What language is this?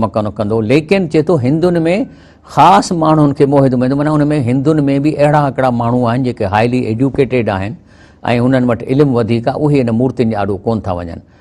Sindhi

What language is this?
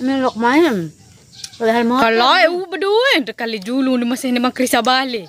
Sasak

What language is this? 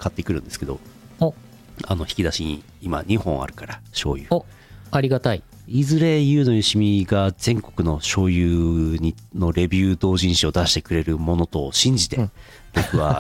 Japanese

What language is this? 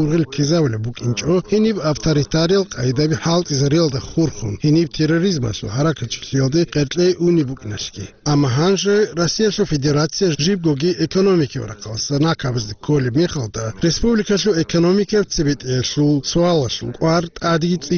Avaric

